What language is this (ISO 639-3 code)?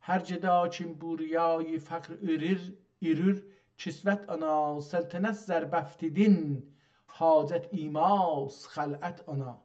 azb